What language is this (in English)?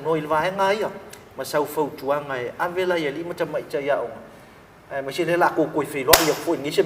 Samoan